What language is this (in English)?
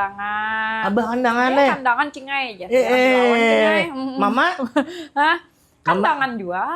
Banjar